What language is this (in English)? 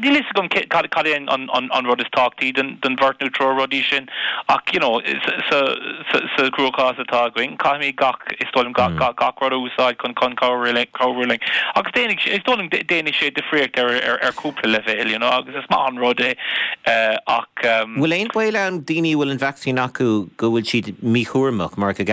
Irish